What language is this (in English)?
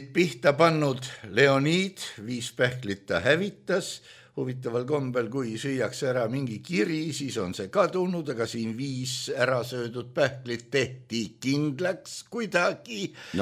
Estonian